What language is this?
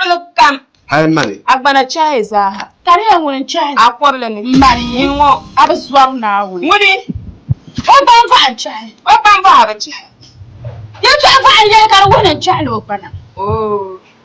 Dagbani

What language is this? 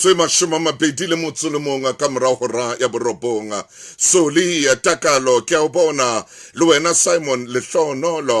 Southern Sotho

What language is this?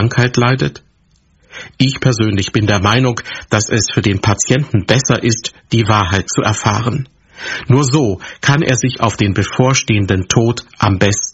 German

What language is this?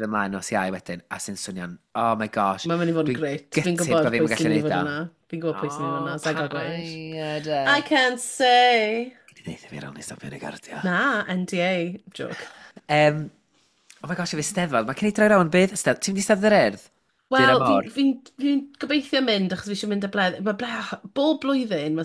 Welsh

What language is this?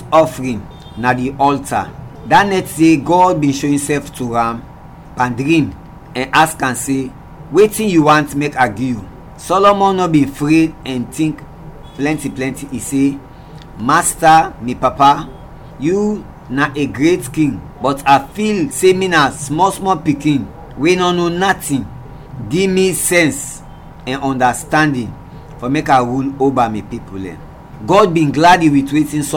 Krio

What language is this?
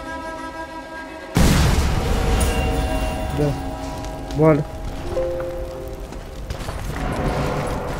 Romanian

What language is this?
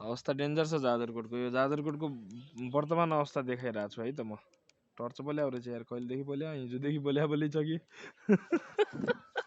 Nepali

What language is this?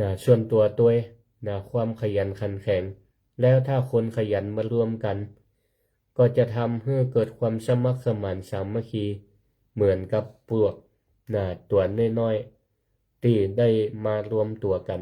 Northern Thai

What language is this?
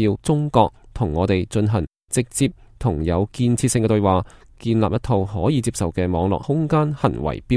Cantonese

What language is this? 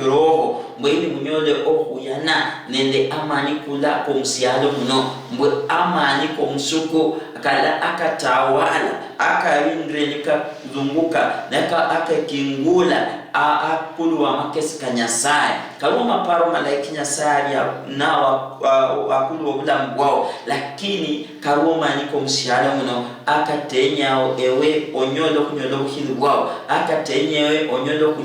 Luyia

